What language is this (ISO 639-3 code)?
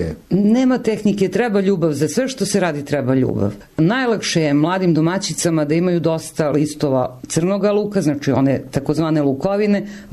srp